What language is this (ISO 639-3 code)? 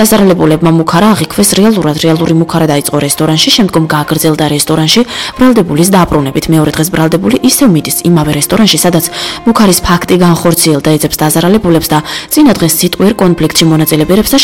kat